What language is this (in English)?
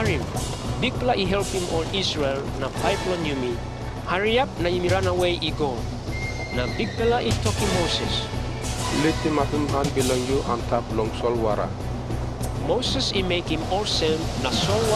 Tok Pisin